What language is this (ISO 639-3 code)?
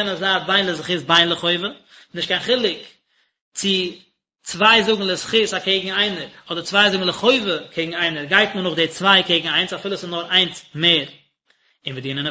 yid